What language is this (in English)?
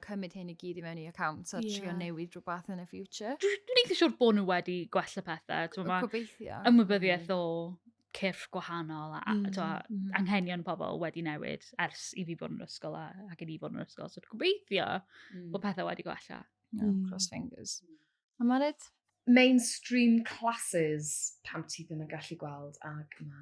Welsh